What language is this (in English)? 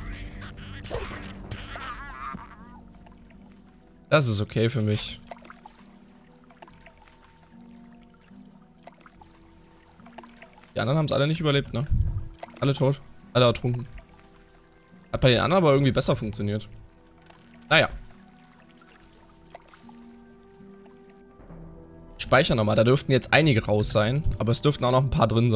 German